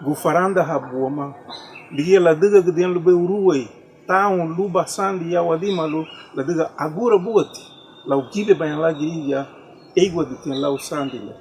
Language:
Garifuna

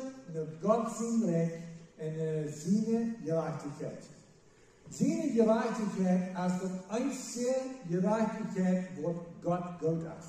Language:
Plautdietsch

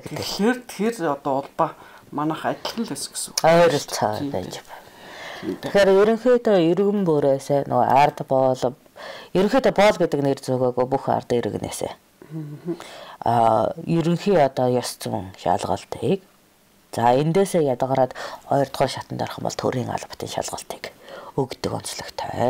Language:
Mongolian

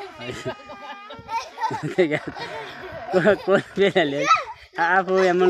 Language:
Nepali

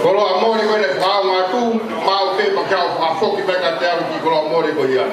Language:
Tongan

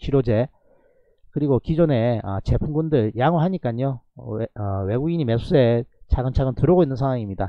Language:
Korean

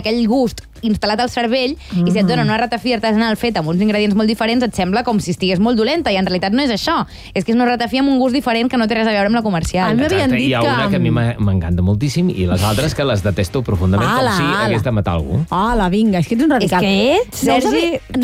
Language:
Catalan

